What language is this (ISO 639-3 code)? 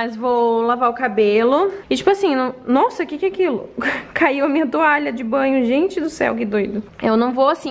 por